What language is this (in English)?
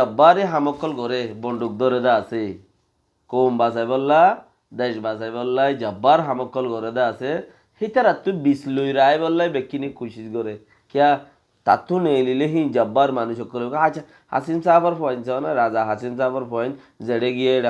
Rohingya